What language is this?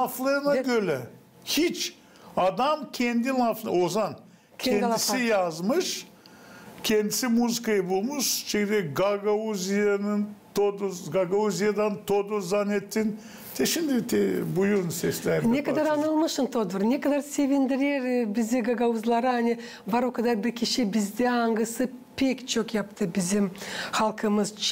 Gagauz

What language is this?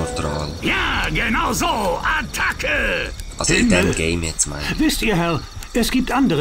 Swiss German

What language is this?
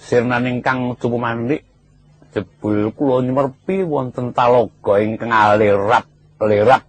Javanese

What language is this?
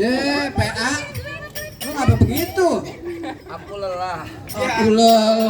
Betawi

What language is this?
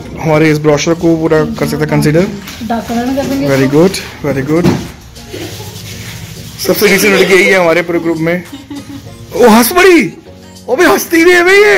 Hindi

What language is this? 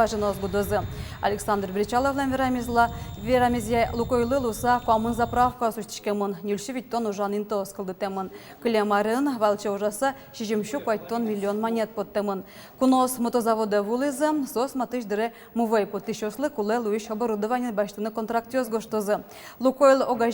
Udmurt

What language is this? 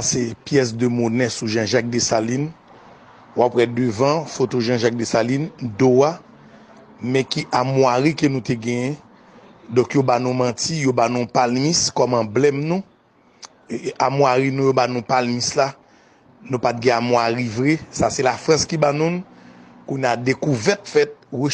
Haitian Creole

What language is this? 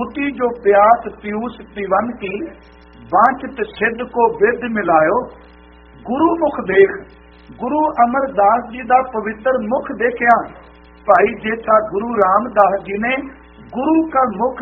Punjabi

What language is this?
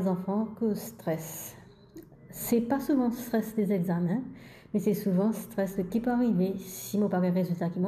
Morisyen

